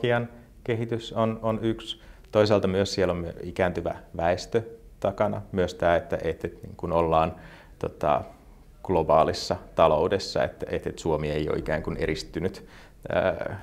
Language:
Finnish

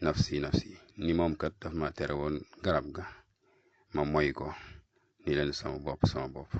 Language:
Wolof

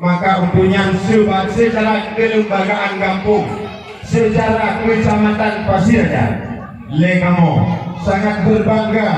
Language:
Achinese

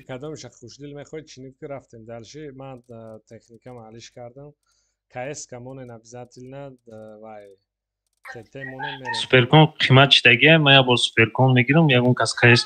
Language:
Tajik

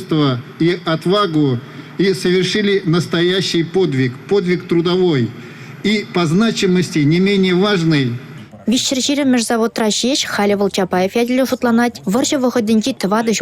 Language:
Chuvash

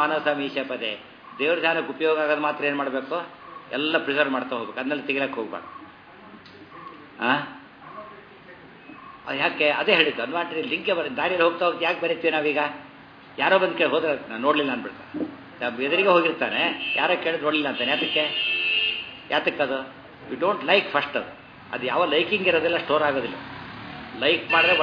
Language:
Kannada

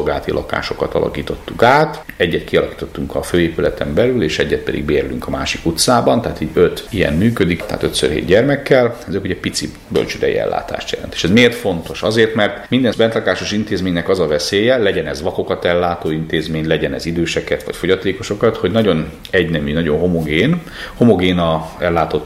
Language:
Hungarian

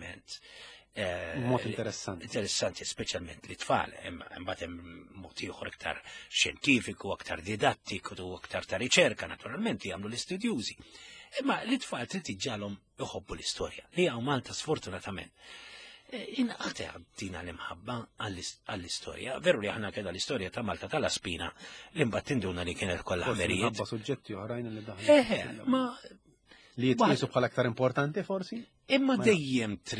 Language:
Maltese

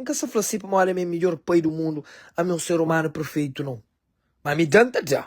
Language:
Kabuverdianu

